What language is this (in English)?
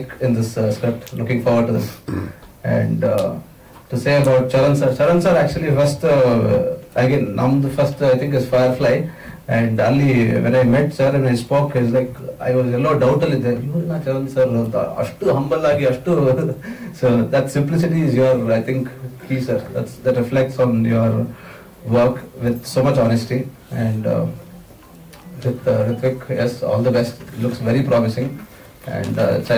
Kannada